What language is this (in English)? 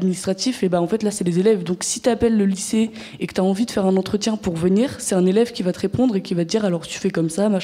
French